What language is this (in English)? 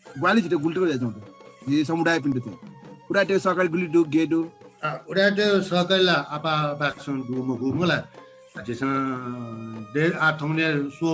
Newari